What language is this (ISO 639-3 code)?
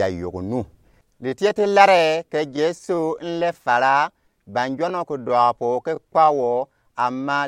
gux